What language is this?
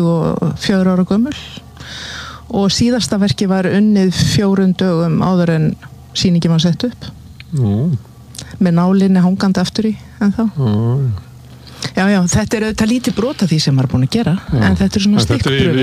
Icelandic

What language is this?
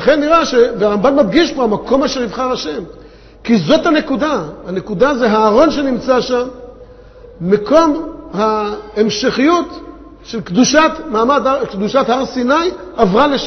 Hebrew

